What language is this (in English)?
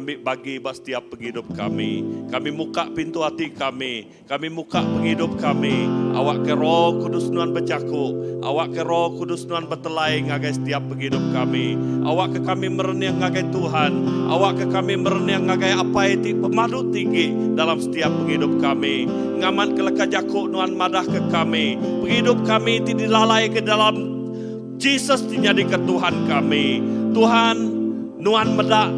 Iban